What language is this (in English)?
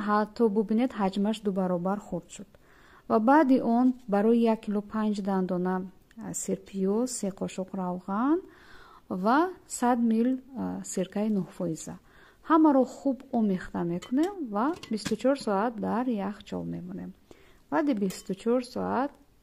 Tajik